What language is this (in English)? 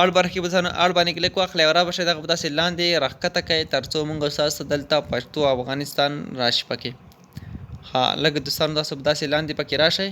Pashto